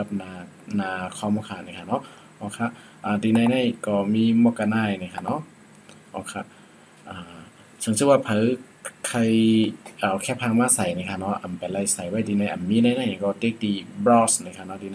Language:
Shan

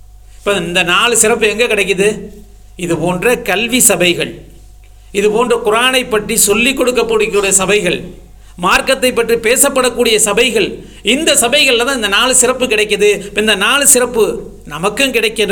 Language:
Tamil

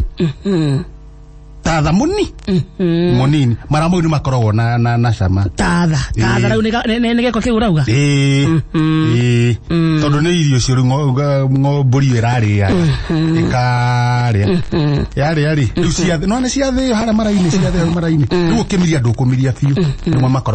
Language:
Kikuyu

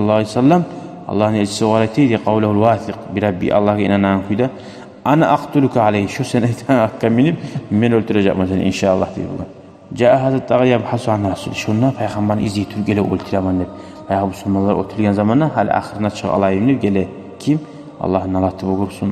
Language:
Kumyk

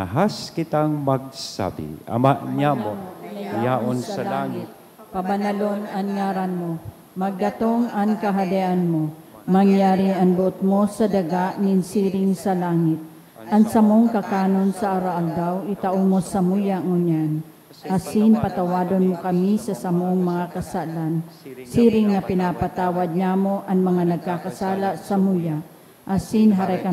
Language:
Bikol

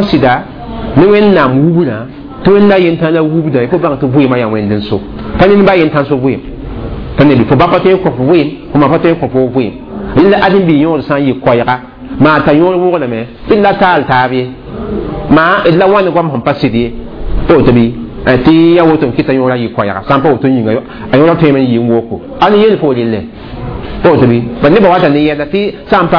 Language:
Mossi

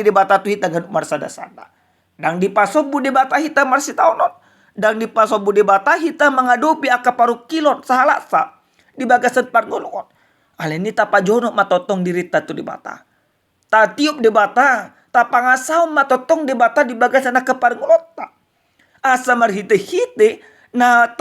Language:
Batak Toba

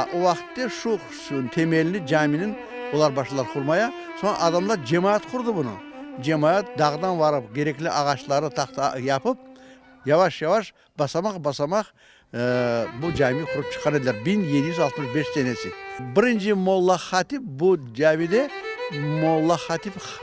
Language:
Crimean Tatar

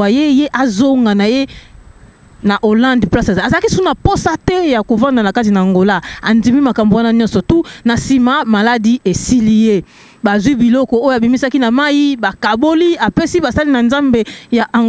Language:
Lingala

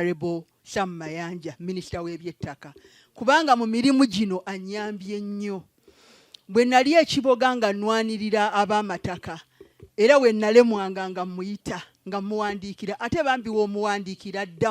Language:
Ganda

